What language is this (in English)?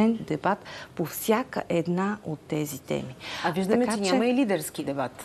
Bulgarian